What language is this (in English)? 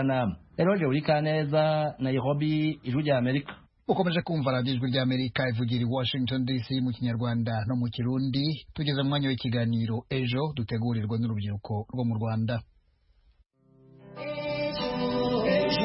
Kinyarwanda